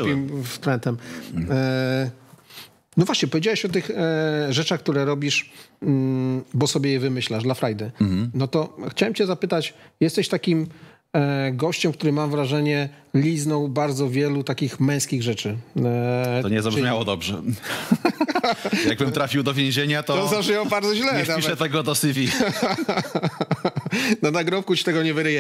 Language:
Polish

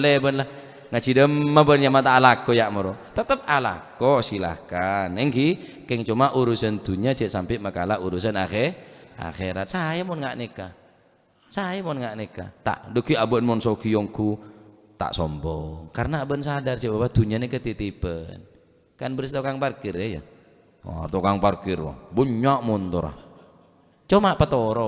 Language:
Madurese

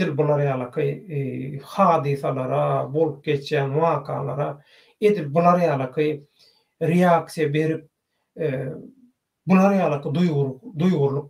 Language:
Turkmen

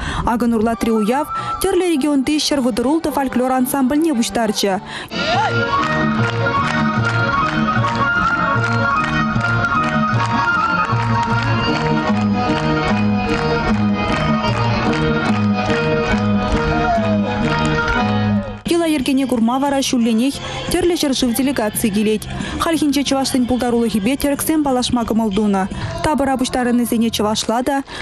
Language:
Chuvash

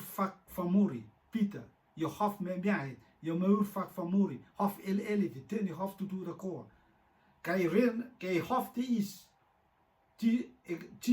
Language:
Rotuman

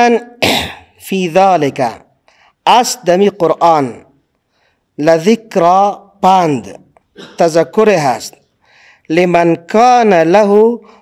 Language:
Persian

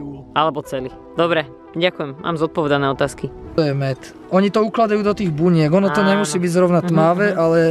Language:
Slovak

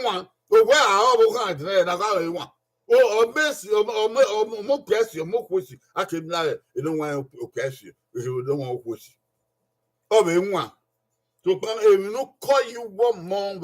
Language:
Bini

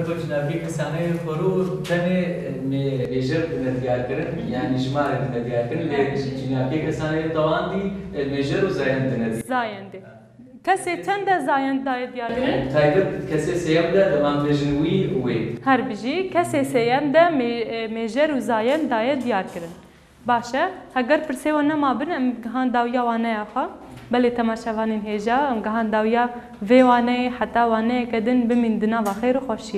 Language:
Kurdish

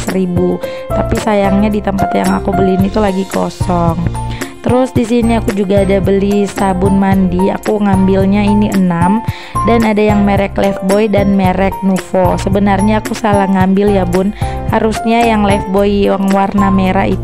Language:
Indonesian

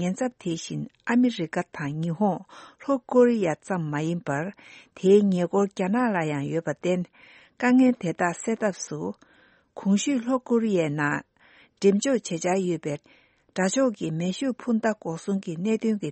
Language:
Tibetan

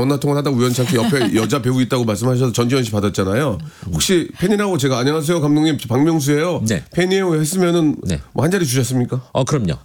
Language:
Korean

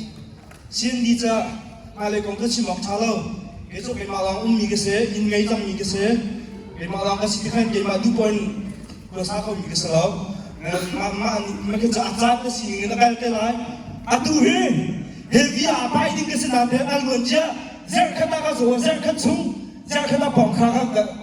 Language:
Hakha Chin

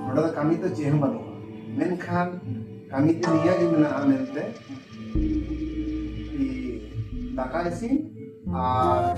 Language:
Santali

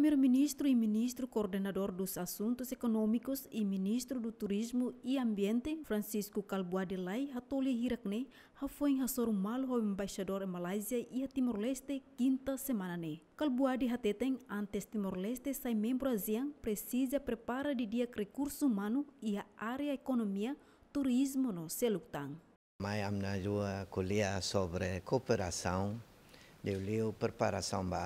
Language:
Tetum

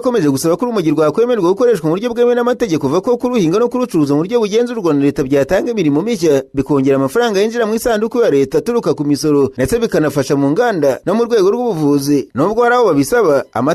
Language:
Kinyarwanda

